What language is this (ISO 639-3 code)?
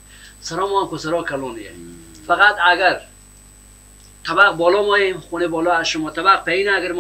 fas